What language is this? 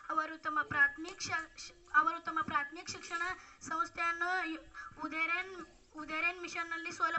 Kannada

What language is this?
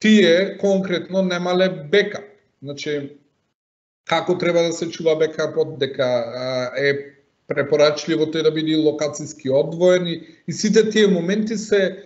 Macedonian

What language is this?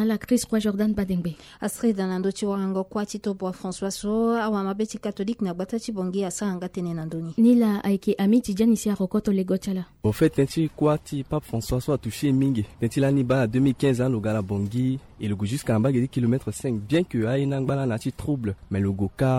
Sango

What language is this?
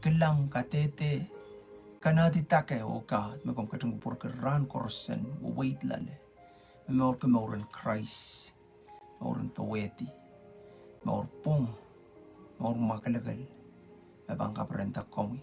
Pohnpeian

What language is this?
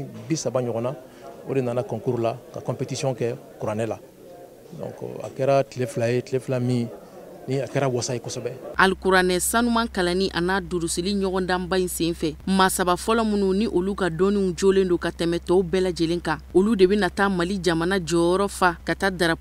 Bambara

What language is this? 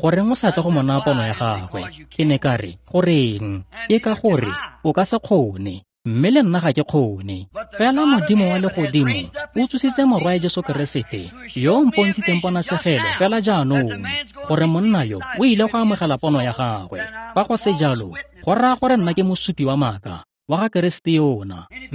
Tswana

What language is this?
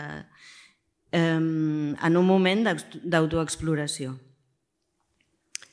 Catalan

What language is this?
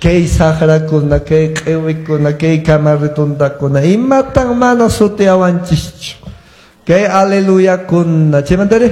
Quechua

